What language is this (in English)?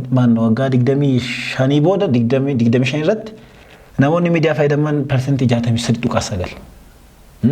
Oromo